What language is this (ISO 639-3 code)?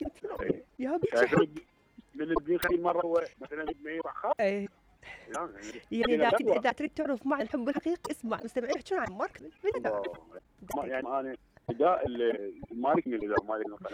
acm